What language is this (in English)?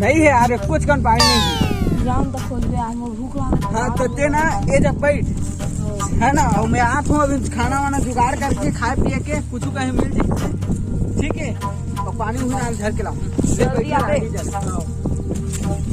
Chhattisgarhi